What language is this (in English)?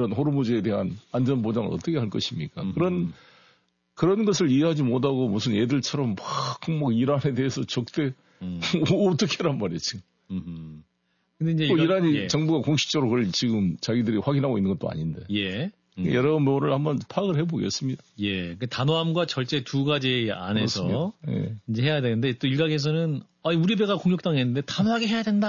Korean